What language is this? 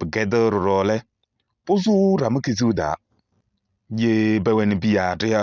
Kabiyè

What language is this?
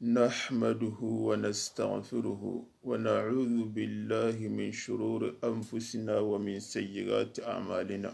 Soninke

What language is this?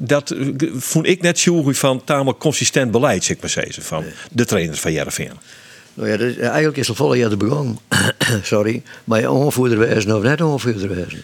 Western Frisian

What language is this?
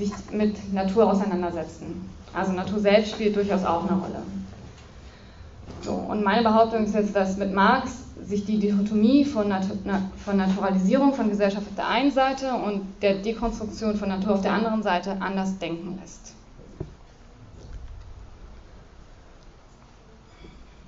German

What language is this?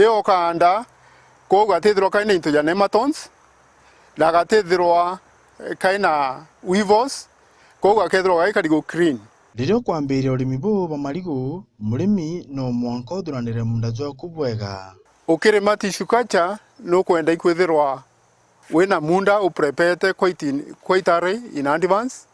Meru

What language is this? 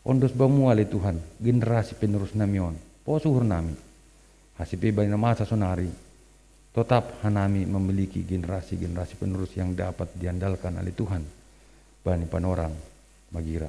Batak Simalungun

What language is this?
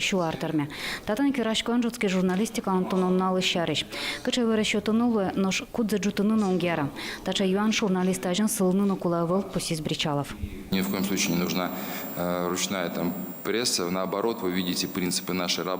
Udmurt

